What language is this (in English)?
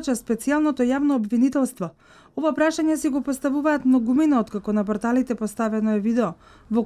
Macedonian